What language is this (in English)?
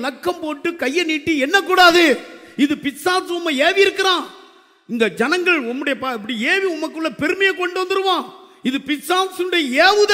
Tamil